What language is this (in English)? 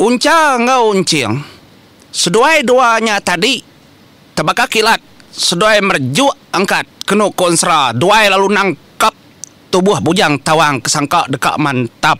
Iban